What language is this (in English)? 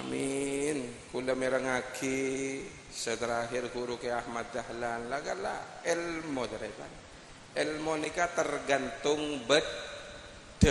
Madurese